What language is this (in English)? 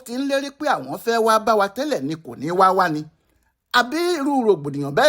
Yoruba